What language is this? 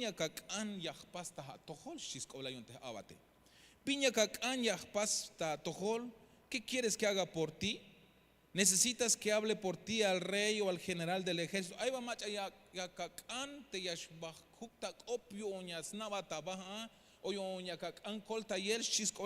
Tzeltal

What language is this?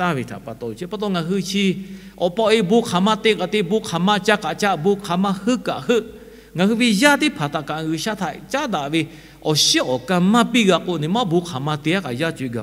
Lahu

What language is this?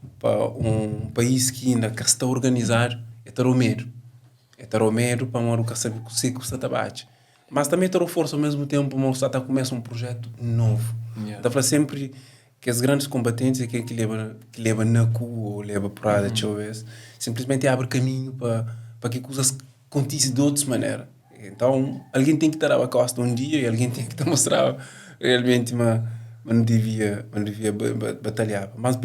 Kabuverdianu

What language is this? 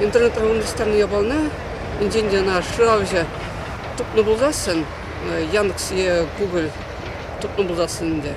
Chuvash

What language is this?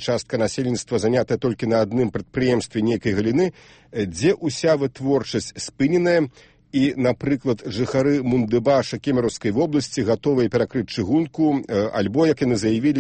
Belarusian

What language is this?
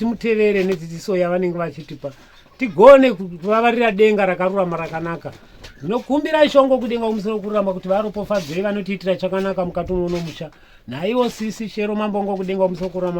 Shona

